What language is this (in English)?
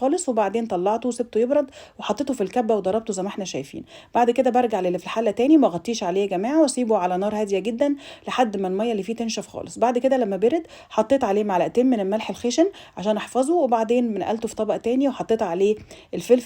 Egyptian Arabic